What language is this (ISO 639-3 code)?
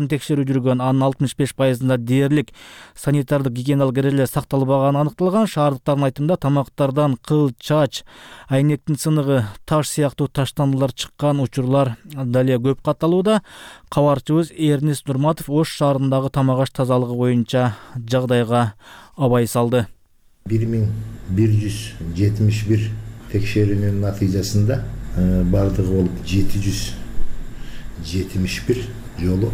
kir